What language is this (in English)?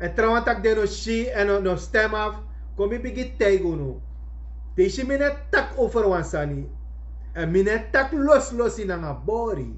Sranan Tongo